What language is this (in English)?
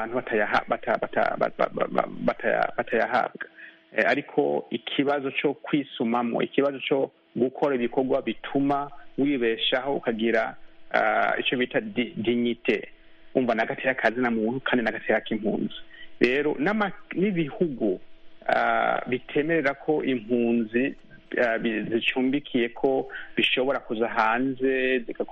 Kinyarwanda